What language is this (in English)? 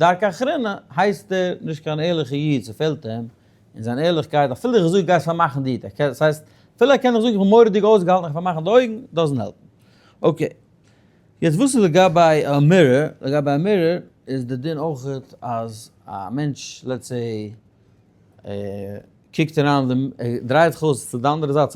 Yiddish